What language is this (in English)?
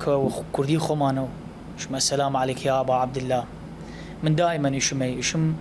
Southern Kurdish